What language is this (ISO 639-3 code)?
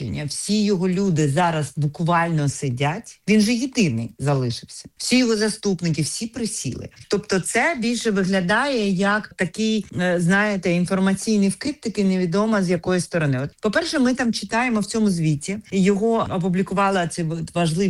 ukr